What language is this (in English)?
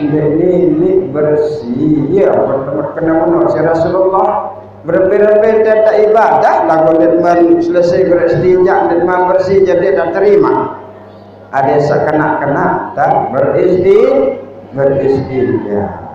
Sasak